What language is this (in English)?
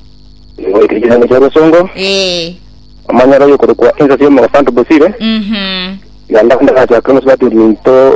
Gusii